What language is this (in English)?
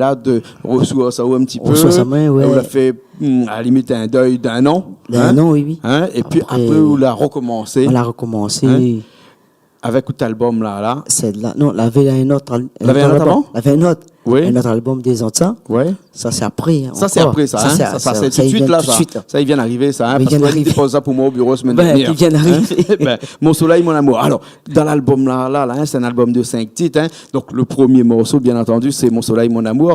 Réunion Creole French